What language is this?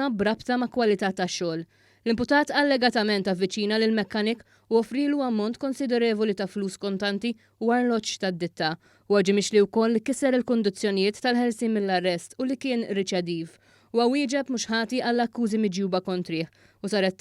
Maltese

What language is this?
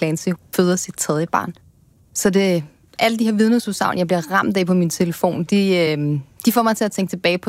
Danish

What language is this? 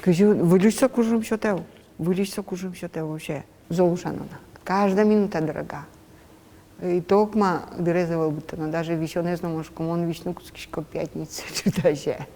Udmurt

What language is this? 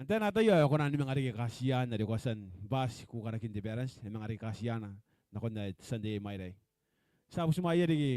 Gilbertese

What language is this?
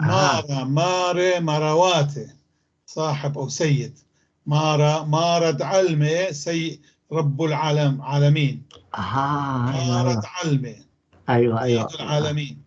North Levantine Arabic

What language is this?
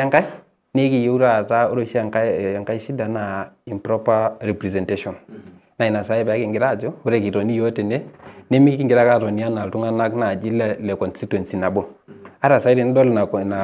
Masai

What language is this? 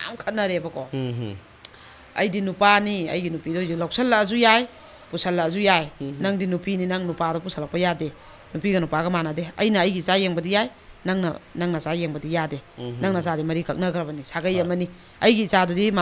Manipuri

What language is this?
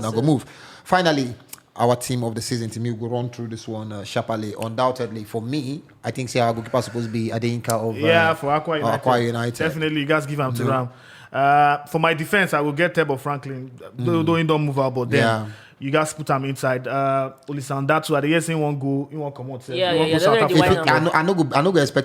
Nigerian Pidgin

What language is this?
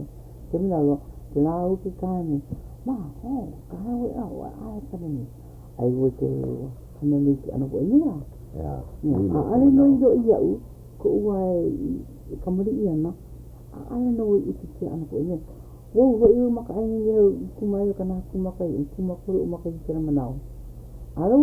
Hawaiian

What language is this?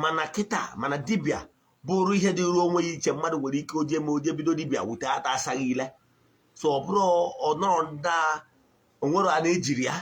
Igbo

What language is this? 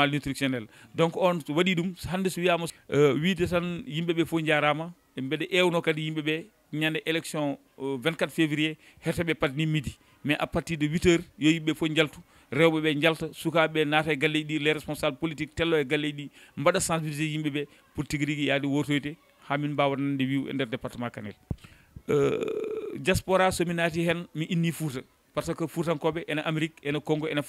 Fula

